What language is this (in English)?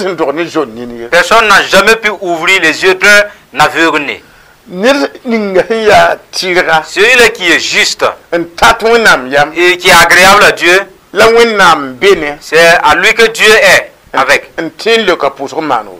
Mossi